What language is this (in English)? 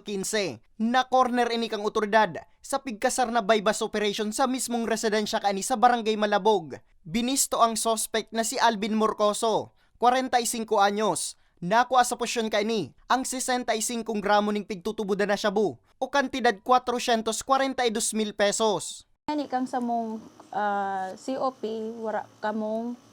Bikol